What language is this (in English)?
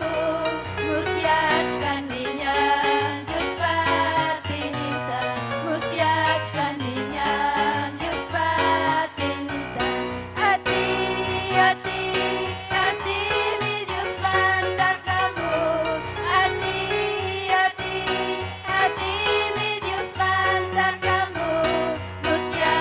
Ayacucho Quechua